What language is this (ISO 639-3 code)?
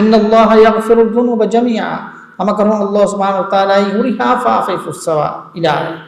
div